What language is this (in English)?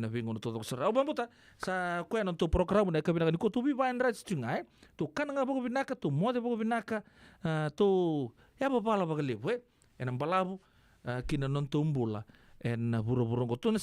Fijian